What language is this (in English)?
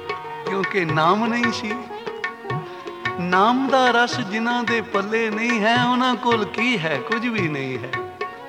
Punjabi